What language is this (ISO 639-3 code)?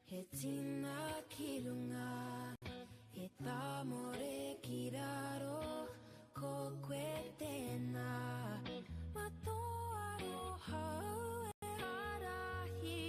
mri